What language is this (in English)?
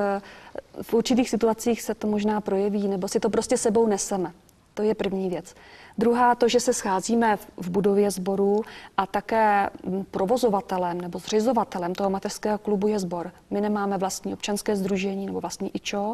Czech